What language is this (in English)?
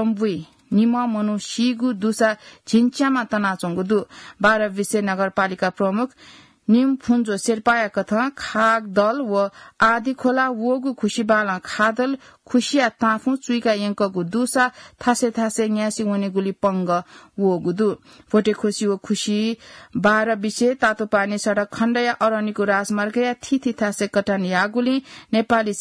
Newari